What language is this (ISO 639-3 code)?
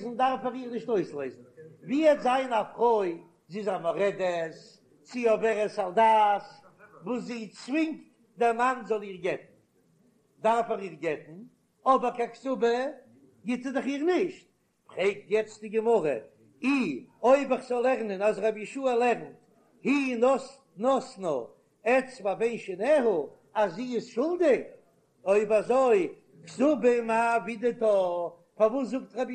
yid